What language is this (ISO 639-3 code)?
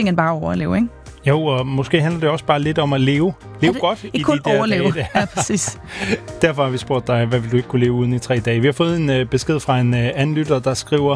dan